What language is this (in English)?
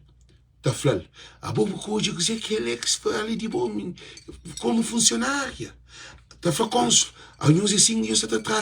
Kabuverdianu